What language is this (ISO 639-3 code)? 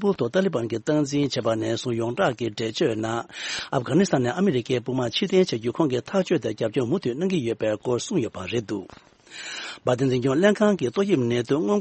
bod